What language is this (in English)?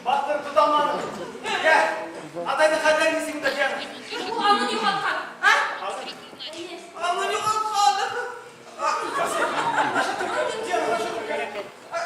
Bashkir